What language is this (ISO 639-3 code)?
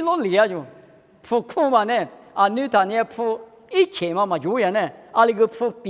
lis